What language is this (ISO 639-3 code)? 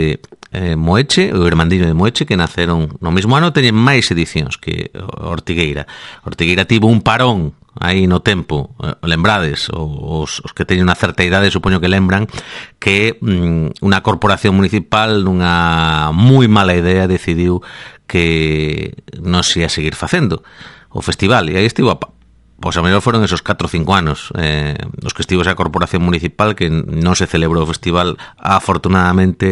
glg